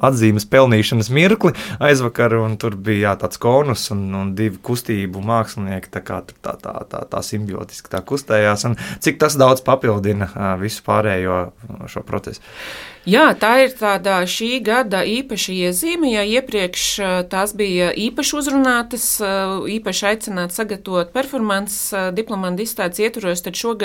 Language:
Latvian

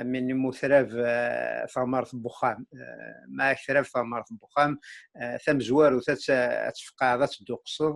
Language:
Kabyle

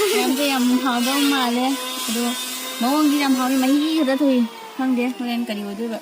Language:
Manipuri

